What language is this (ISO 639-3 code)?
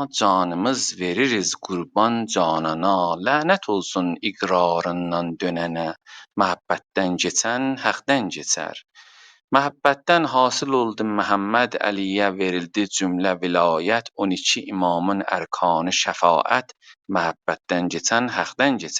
azb